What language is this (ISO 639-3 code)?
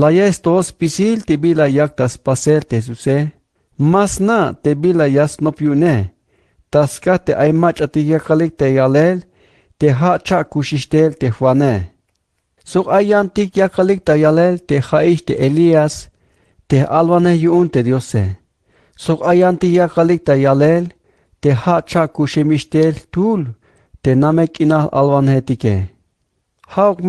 tzh